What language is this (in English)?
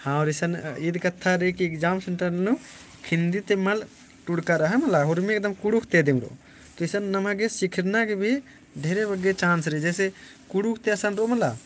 Kurukh